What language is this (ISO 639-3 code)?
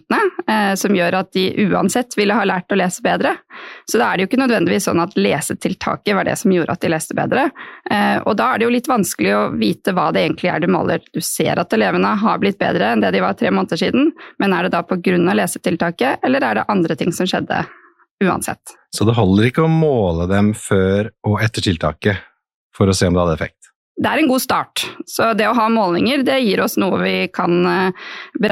nor